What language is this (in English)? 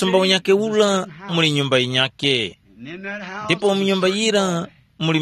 Tumbuka